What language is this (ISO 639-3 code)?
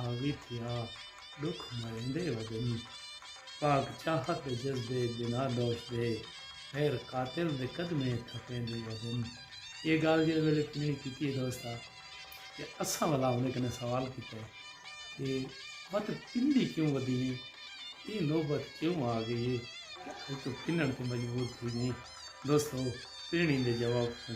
skr